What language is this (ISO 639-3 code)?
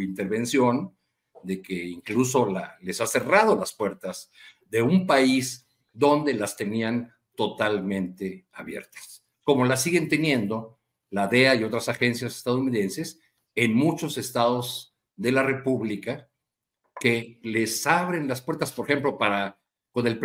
spa